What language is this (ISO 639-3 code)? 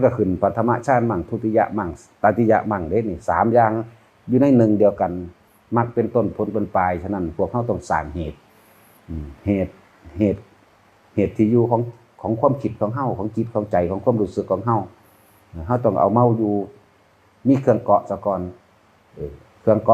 tts